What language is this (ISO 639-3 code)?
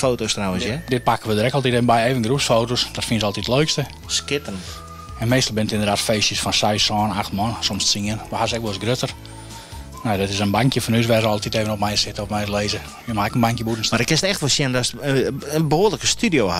fry